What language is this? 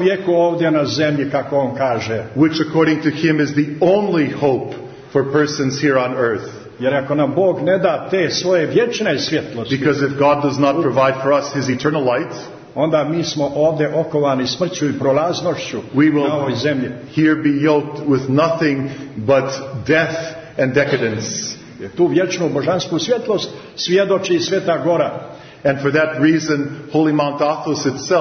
Serbian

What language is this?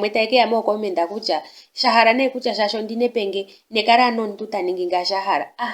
Ndonga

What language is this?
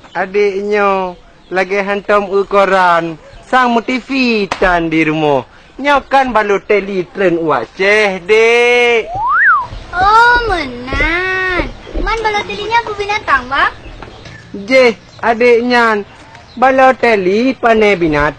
Achinese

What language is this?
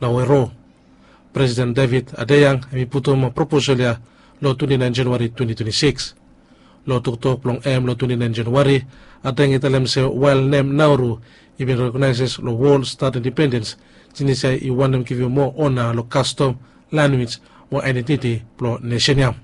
Bislama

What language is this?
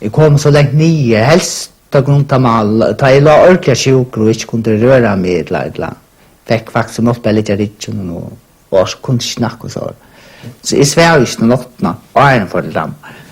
Faroese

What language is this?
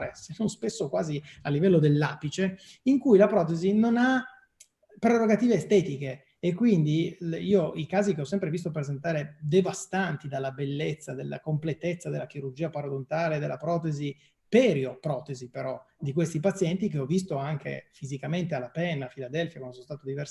Italian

